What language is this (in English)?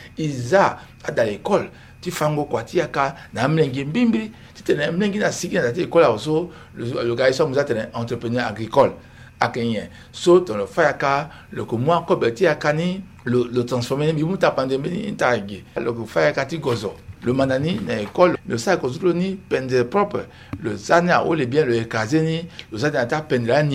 Sango